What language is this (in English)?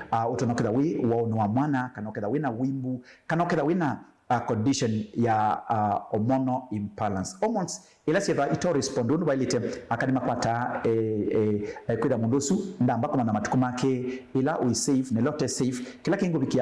Kamba